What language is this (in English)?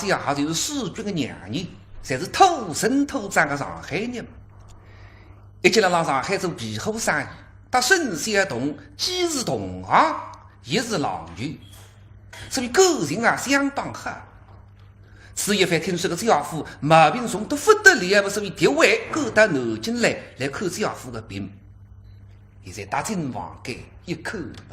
Wu Chinese